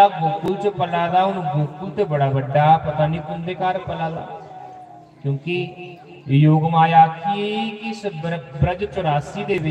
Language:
Dogri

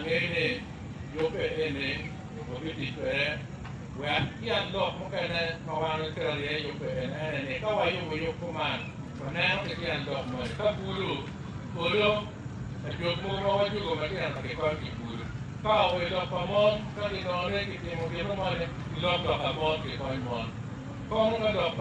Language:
Acoli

